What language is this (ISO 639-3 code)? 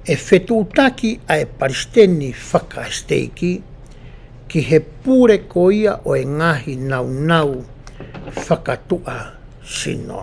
ton